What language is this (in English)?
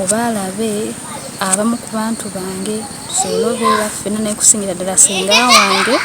Ganda